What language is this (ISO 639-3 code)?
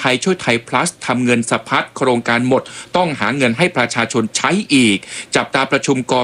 tha